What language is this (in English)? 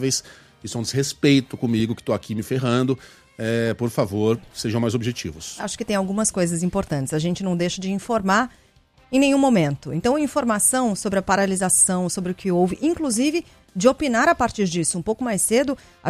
Portuguese